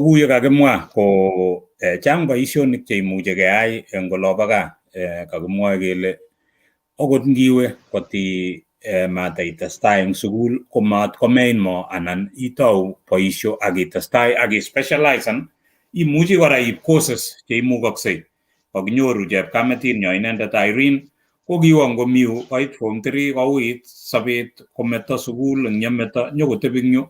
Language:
Kalenjin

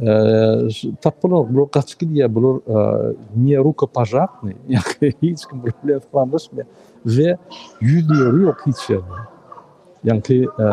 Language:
Turkmen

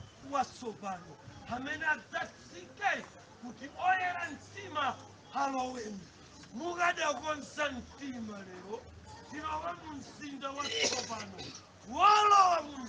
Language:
Nyanja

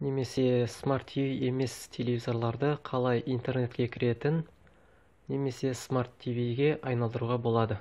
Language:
Kazakh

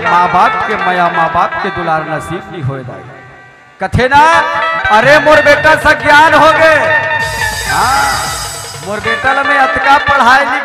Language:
Chhattisgarhi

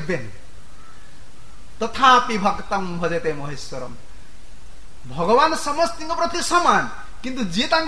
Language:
Odia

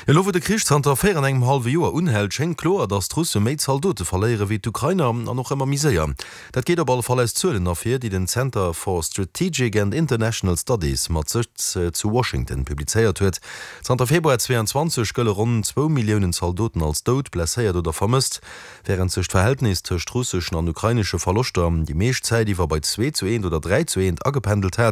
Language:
Luxembourgish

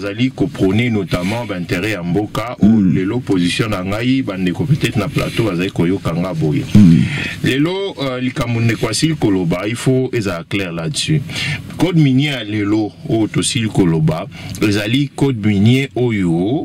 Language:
Lingala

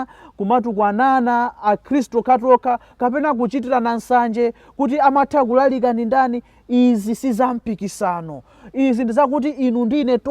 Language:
Nyanja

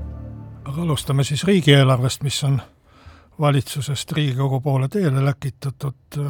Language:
Estonian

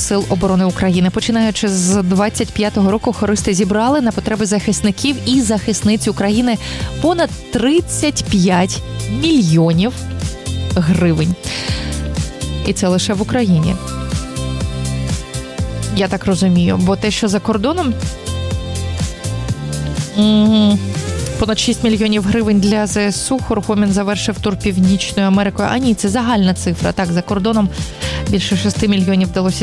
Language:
Ukrainian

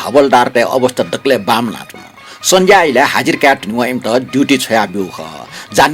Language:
Newari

